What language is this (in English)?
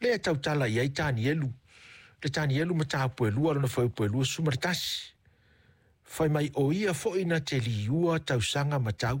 Samoan